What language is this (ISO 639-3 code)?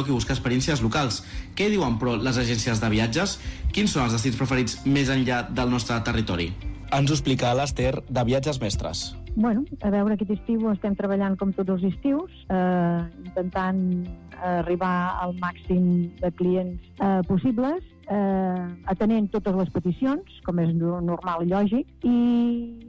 cat